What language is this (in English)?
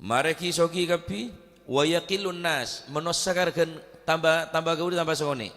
Madurese